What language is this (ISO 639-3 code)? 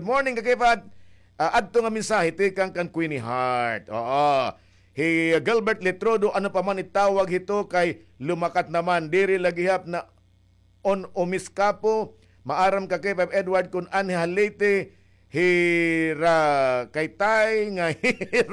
war